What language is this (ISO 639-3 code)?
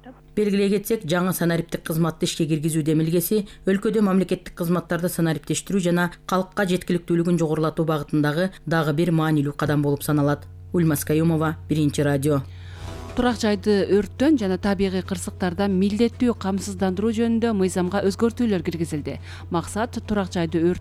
kir